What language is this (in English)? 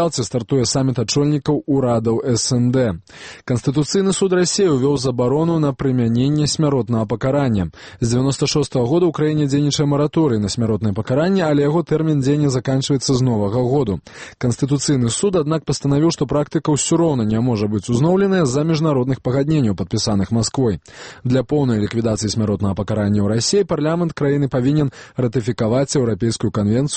Belarusian